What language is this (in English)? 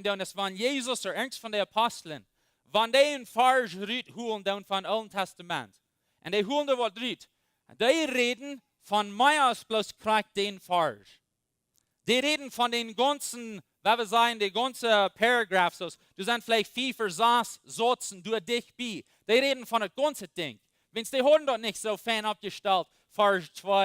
Plautdietsch